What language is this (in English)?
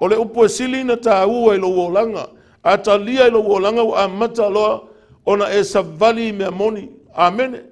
Samoan